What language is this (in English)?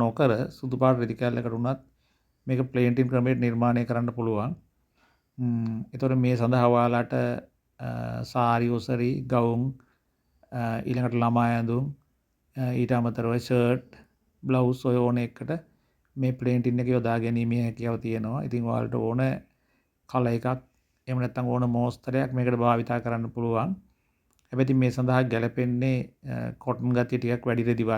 Sinhala